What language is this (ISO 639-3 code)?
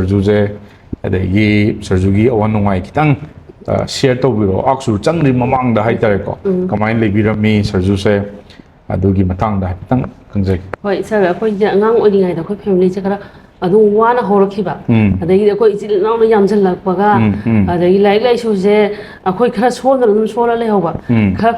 mni